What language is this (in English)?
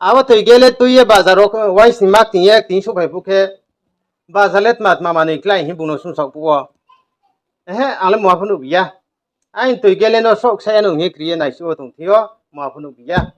Riang (India)